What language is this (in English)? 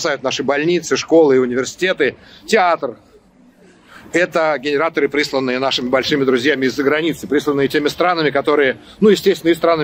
Russian